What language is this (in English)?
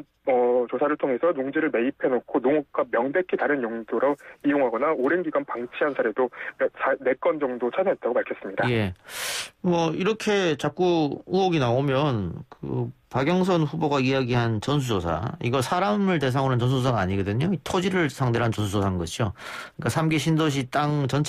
Korean